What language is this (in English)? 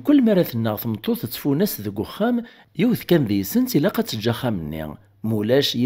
Kabyle